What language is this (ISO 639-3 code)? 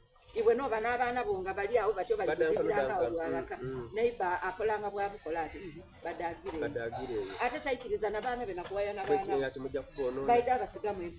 xog